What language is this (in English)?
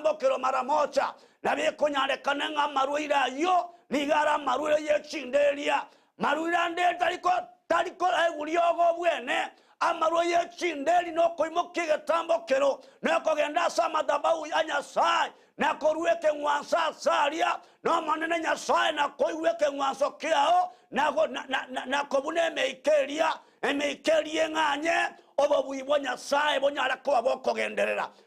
Gusii